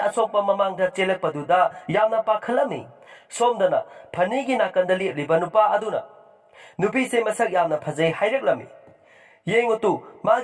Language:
Manipuri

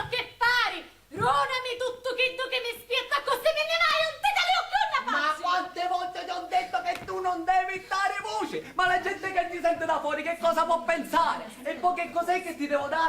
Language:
Sicilian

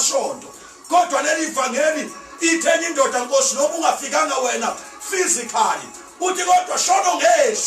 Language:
Zulu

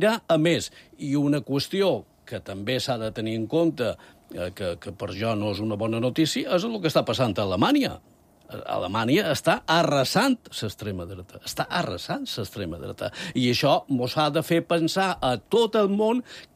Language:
Catalan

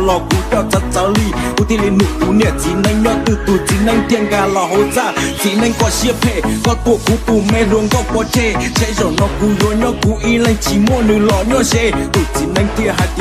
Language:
Hmong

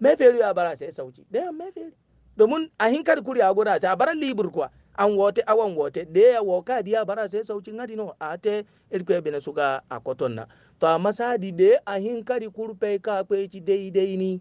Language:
Hausa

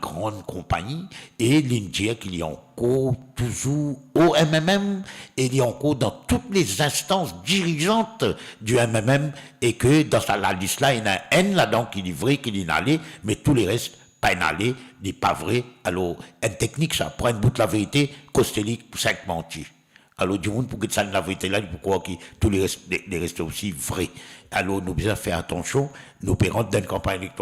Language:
Morisyen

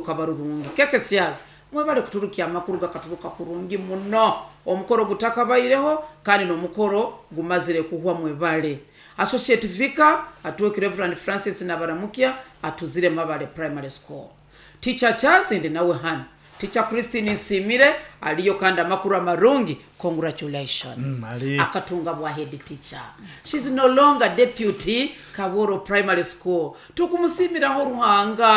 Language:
Nyoro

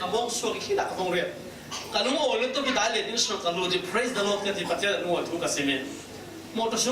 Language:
Falam Chin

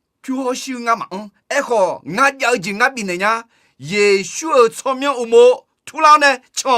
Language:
Akha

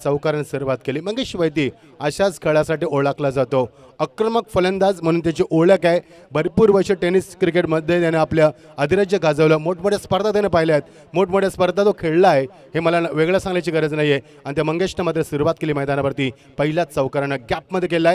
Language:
Marathi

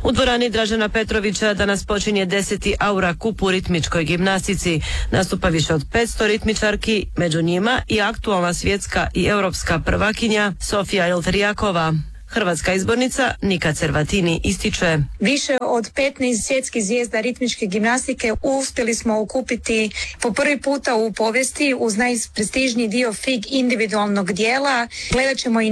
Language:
Croatian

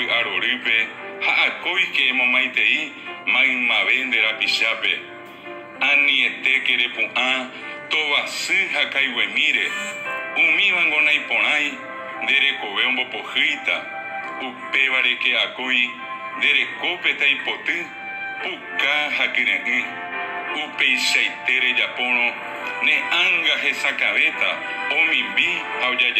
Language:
Guarani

